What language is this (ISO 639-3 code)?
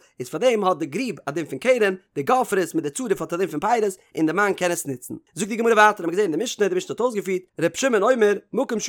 yid